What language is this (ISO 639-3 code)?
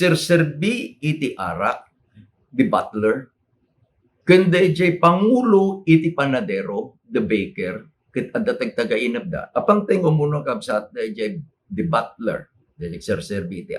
ilo